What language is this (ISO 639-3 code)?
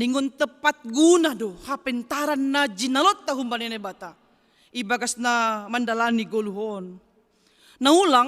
bts